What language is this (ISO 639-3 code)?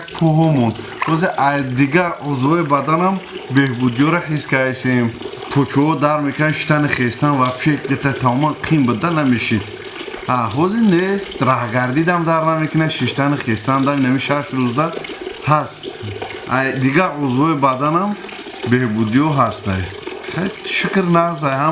tgk